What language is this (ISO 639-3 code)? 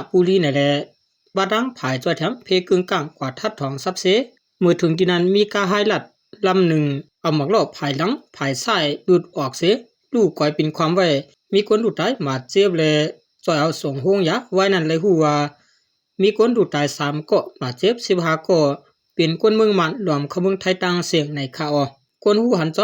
shn